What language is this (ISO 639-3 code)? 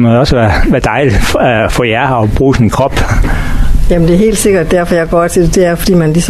dan